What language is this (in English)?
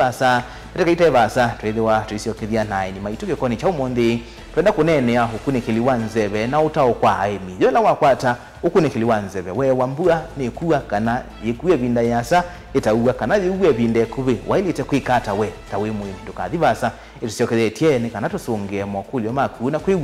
Kamba